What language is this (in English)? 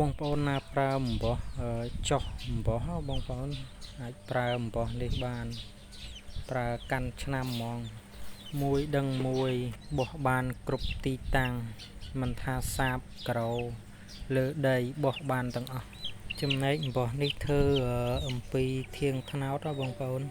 Khmer